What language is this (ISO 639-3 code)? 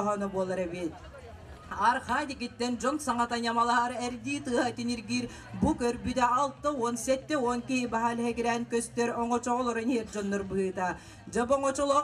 sah